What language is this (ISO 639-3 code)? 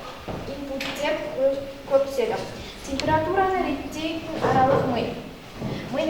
kaz